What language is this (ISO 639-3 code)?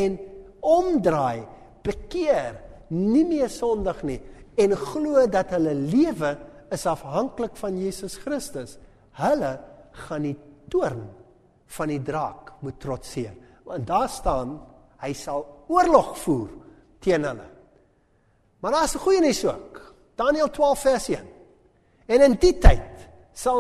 afr